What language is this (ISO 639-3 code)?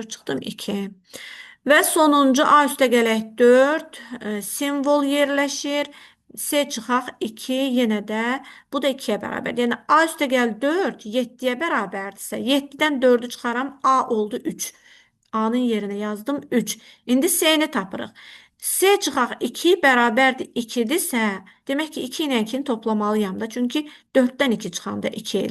aze